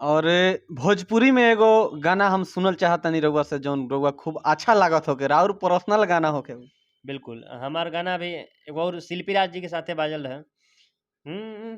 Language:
Bhojpuri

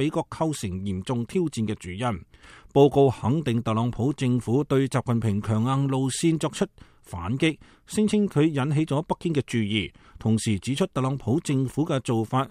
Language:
Cantonese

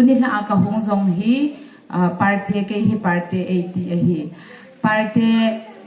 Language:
Hmar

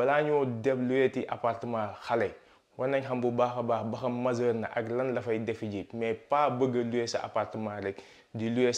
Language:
Wolof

